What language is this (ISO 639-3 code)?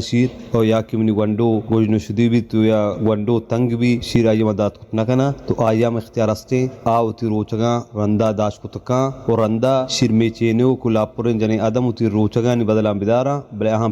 bal